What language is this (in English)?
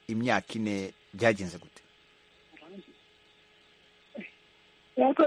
Kinyarwanda